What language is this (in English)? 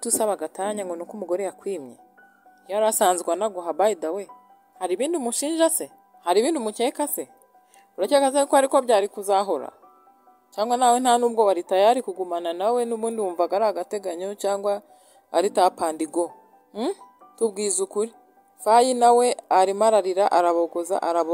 Kinyarwanda